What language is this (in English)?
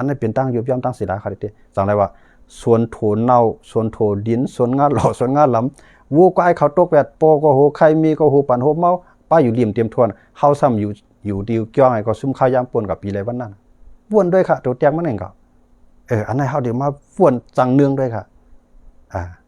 Shan